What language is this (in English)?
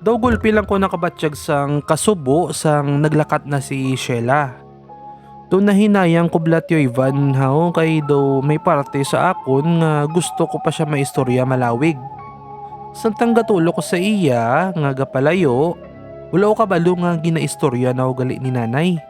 Hiligaynon